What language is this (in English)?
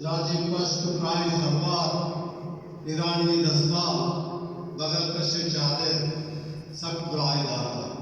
Baluchi